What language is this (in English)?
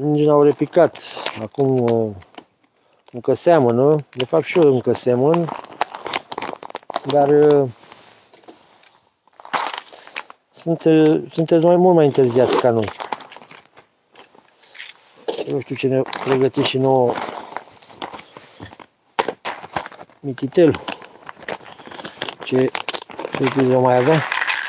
Romanian